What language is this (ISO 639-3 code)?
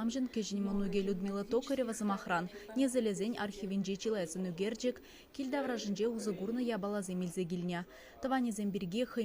chv